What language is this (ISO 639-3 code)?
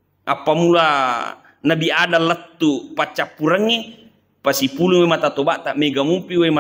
bug